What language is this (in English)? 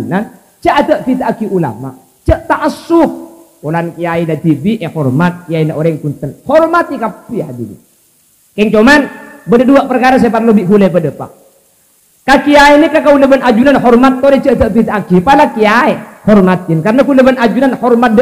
Madurese